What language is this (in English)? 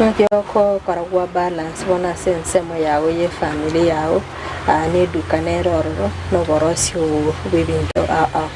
Gusii